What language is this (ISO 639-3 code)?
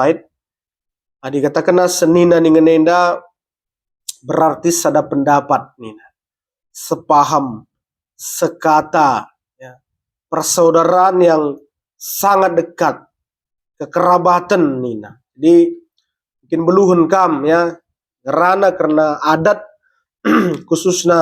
btx